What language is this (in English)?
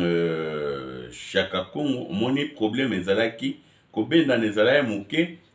Lingala